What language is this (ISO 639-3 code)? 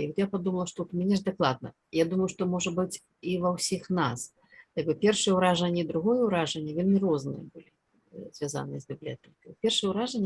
bel